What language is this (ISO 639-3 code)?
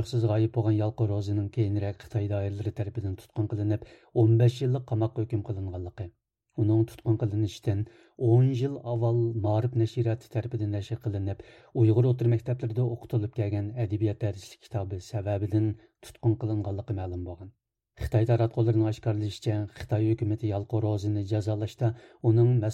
uig